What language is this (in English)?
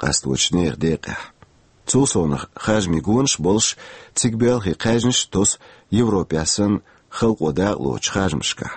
Chechen